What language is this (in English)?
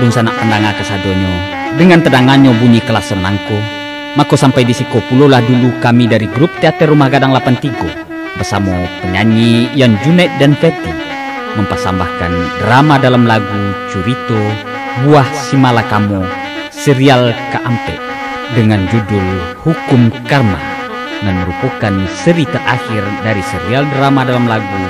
Minangkabau